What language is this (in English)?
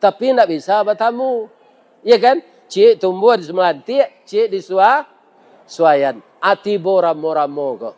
Minangkabau